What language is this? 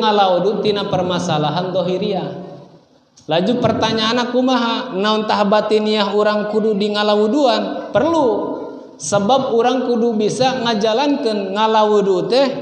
Sundanese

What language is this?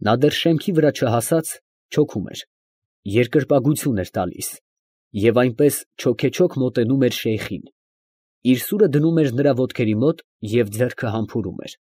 Armenian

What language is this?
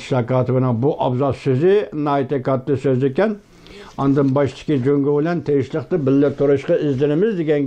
Uyghur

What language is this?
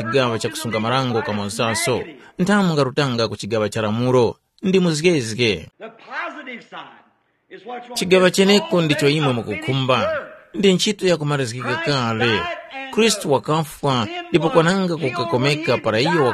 Tumbuka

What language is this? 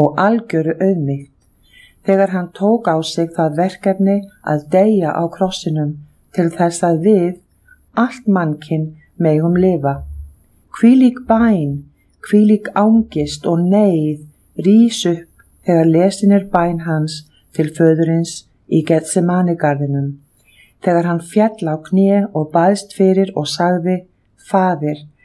Icelandic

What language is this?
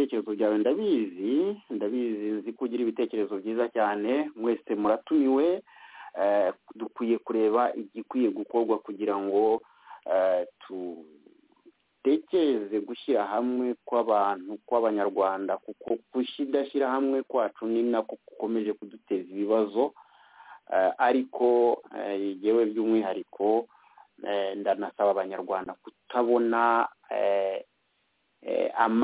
Kinyarwanda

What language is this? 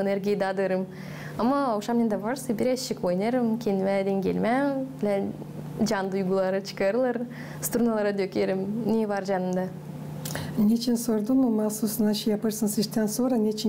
Gagauz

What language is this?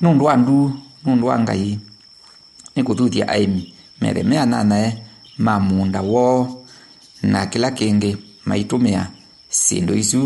Kamba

